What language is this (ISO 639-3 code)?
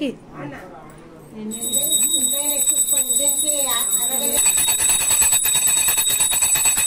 tel